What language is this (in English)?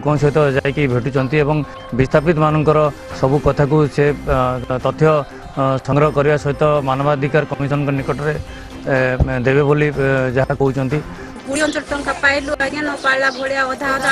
Odia